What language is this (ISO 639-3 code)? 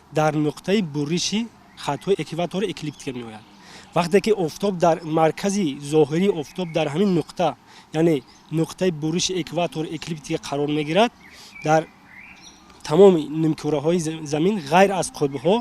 tgk